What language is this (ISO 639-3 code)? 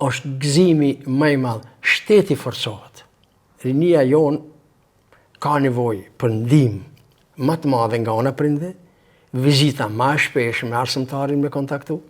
sqi